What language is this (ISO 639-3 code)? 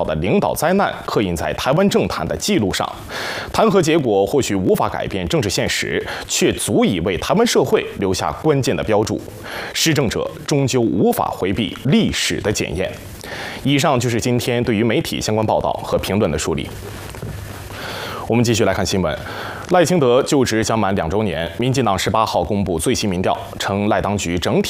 zho